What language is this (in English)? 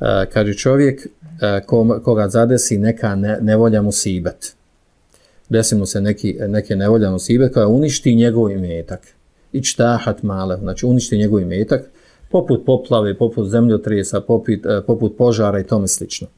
Bosnian